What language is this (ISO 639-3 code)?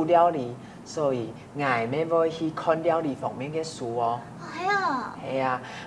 hak